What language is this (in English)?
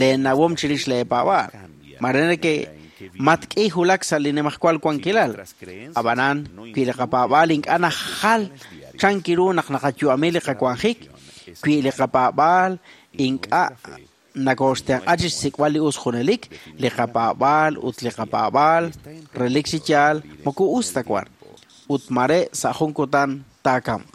Kekchí